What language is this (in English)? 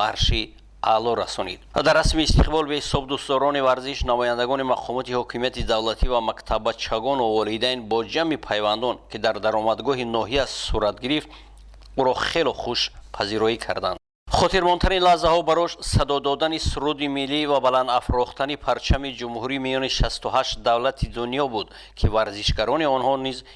Tajik